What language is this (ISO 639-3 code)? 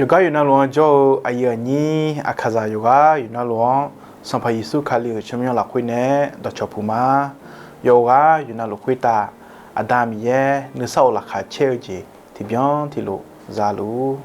ahk